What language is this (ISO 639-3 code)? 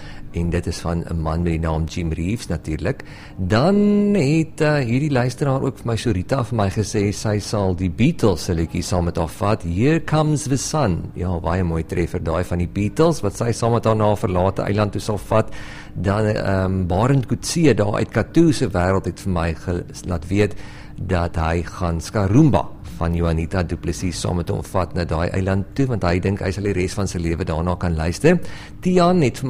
afr